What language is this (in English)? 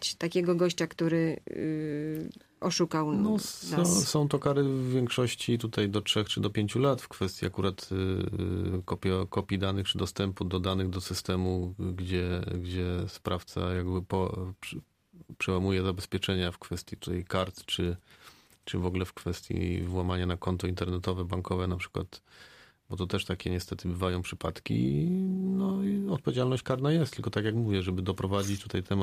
Polish